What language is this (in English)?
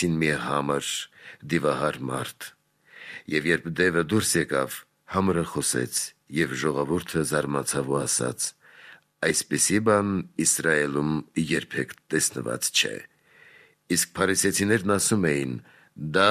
Armenian